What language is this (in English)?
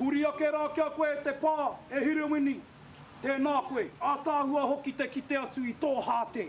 Māori